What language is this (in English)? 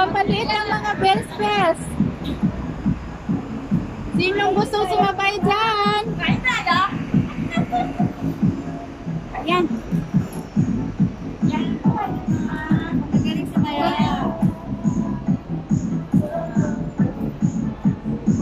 Filipino